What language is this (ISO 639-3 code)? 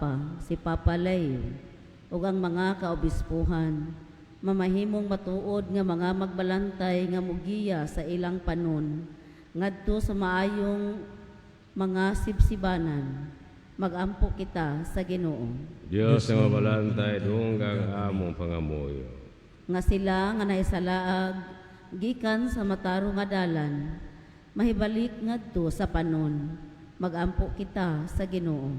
ceb